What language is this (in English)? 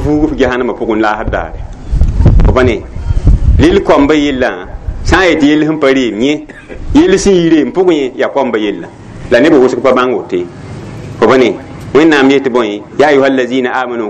Mossi